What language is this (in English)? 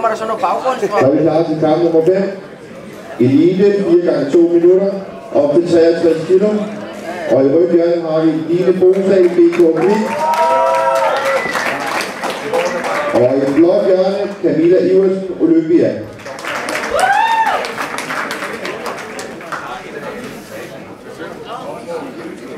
Danish